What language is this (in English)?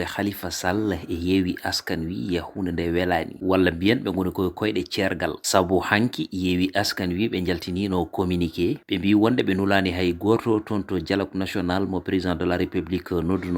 Fula